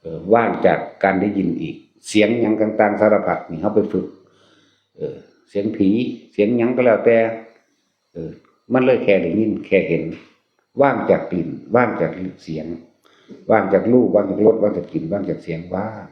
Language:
Northeastern Thai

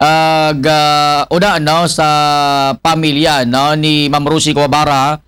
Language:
Aklanon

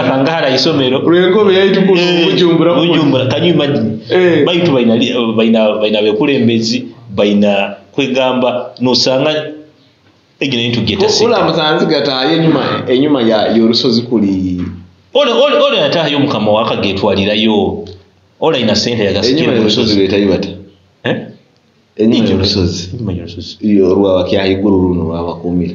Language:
Nyoro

